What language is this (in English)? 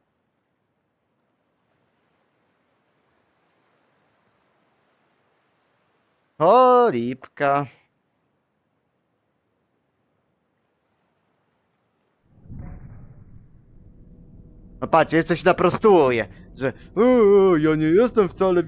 Polish